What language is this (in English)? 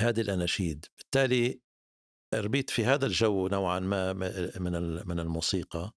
North Levantine Arabic